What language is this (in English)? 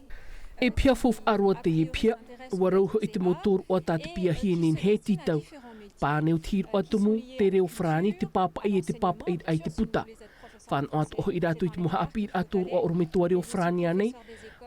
Tahitian